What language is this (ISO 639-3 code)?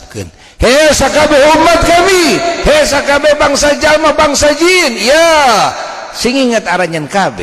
sun